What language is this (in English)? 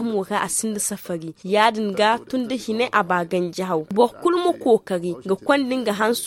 Zarma